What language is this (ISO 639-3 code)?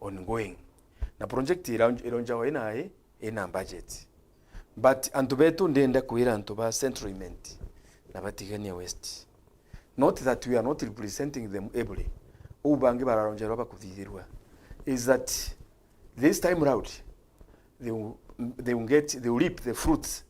mer